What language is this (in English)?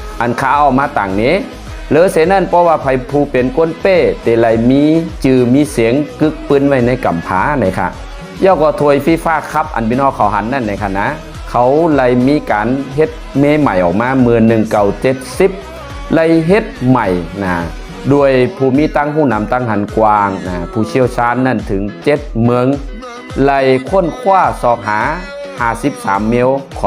Shan